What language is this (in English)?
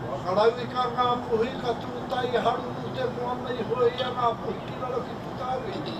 Māori